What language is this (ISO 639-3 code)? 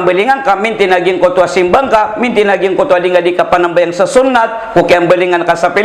mrw